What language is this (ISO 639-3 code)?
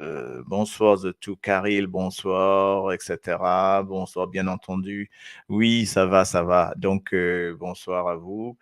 mfe